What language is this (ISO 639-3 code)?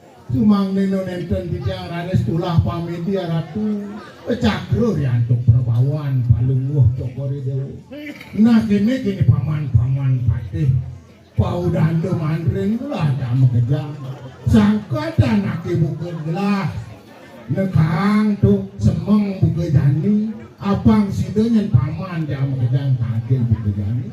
ban